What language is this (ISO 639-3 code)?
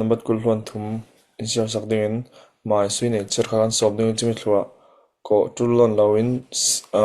cfm